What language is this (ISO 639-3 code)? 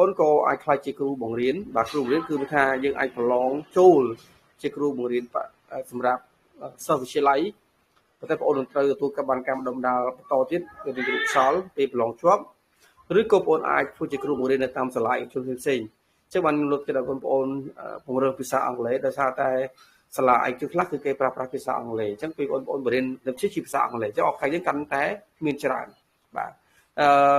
khm